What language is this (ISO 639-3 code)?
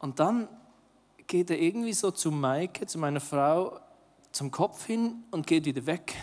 gsw